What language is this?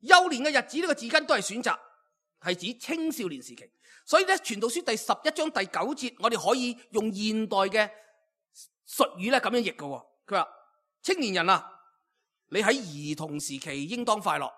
Cantonese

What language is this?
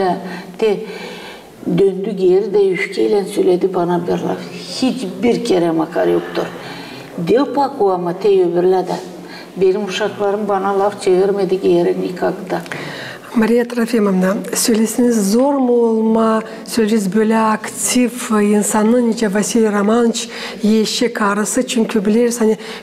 Gagauz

